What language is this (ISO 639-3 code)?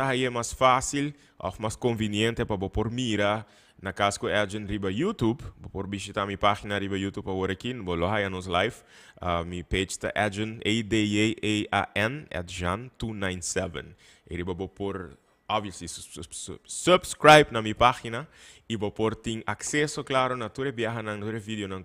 pap